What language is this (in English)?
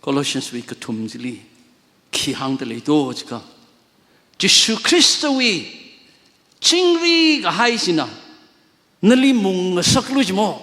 Tangkhul Naga (India)